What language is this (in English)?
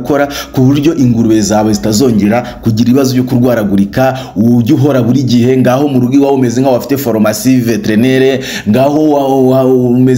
Kinyarwanda